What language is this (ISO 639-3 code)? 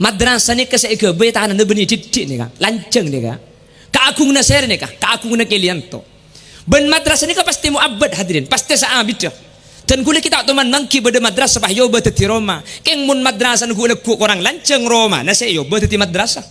mad